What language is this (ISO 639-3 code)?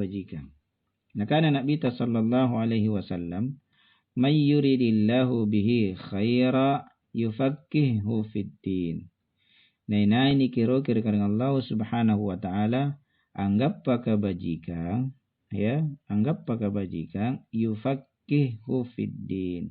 mak